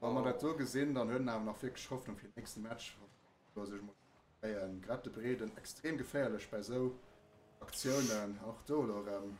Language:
Luxembourgish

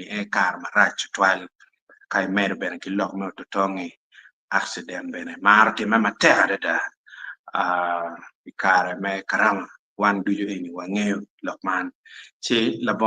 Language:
Acoli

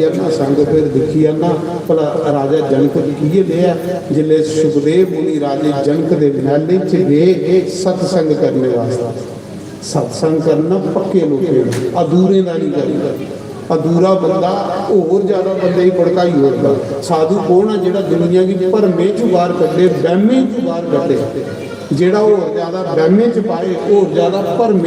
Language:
Dogri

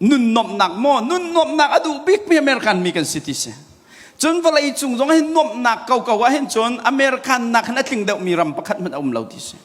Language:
Hakha Chin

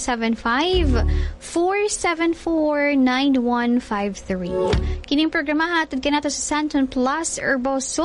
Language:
Cebuano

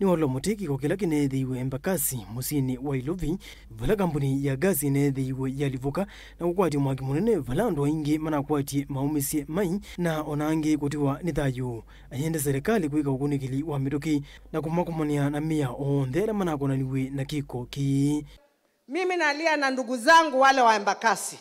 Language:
Kamba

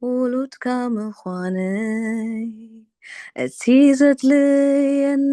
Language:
Tigrinya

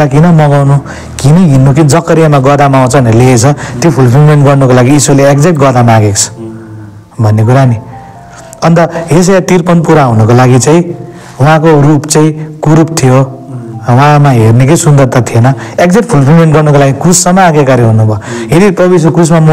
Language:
Nepali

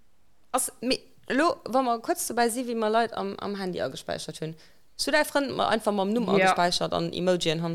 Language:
Luxembourgish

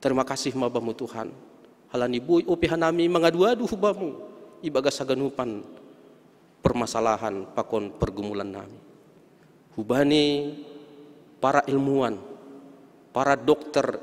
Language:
Batak Simalungun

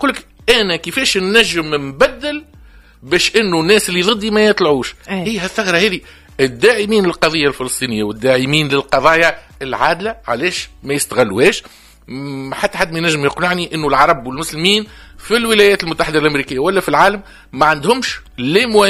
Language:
Tunisian Arabic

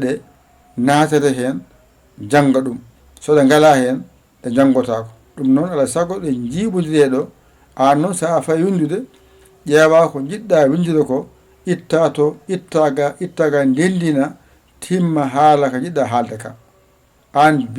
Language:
Fula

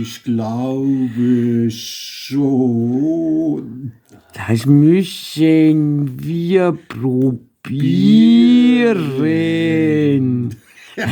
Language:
Bavarian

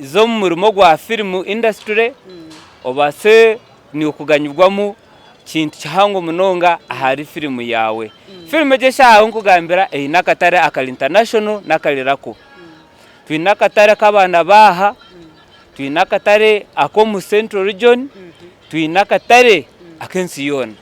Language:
Nyankole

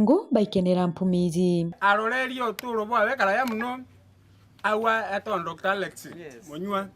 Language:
Meru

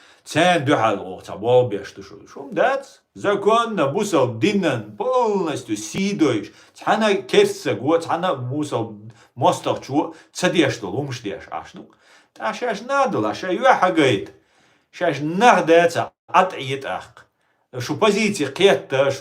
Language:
Chechen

